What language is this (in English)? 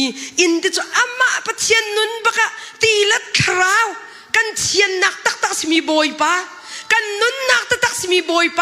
Hakha Chin